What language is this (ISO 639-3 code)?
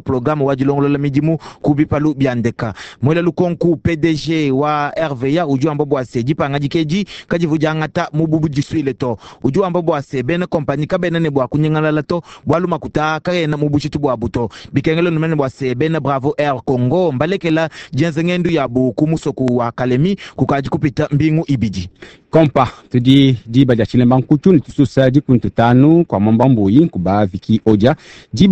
lua